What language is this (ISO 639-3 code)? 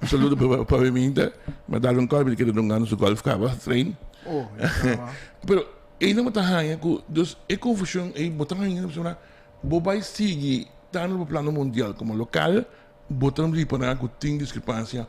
pap